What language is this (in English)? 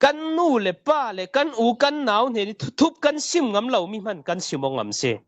Falam Chin